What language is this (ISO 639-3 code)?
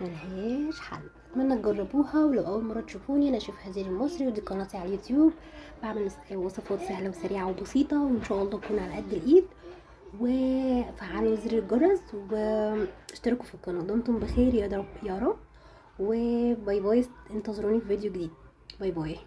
arz